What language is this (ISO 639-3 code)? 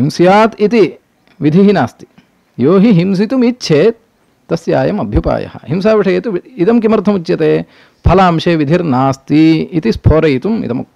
san